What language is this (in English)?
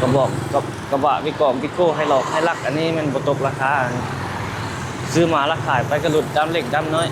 Lao